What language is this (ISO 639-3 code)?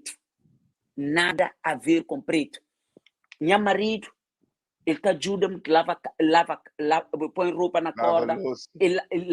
kea